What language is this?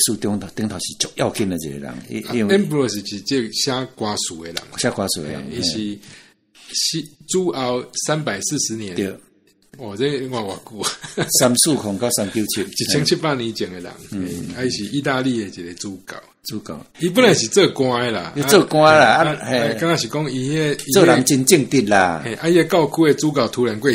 Min Nan Chinese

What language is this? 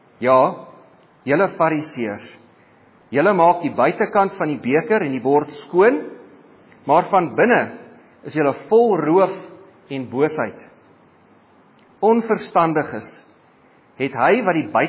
Afrikaans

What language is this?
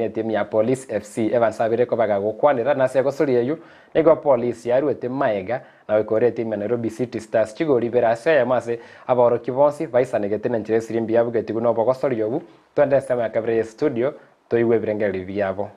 Gusii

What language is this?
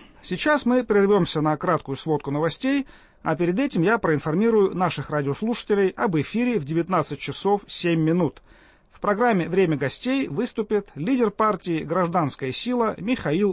Russian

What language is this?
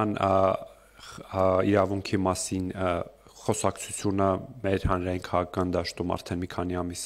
Armenian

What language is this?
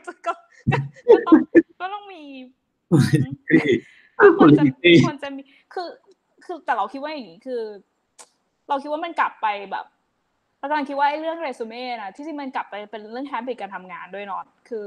Thai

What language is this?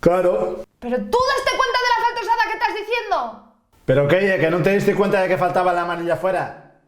Asturian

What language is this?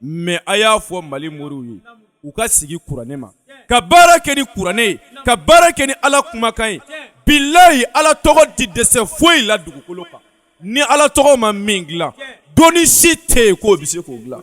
Bambara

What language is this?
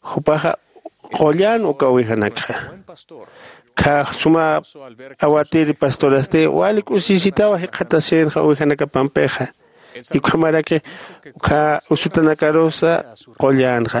Aymara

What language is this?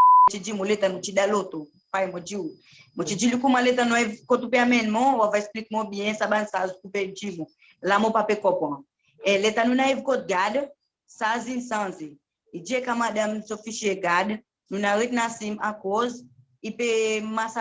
Seselwa Creole French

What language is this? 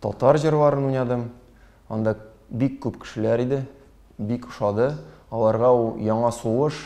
Tatar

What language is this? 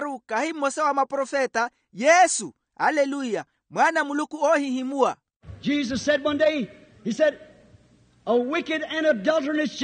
Makhuwa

